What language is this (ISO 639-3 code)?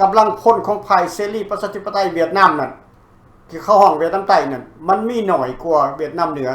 lao